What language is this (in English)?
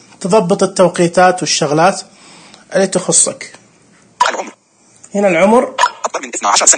Najdi Arabic